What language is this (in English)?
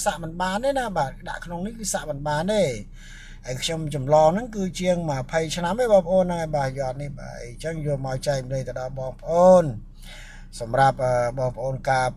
Khmer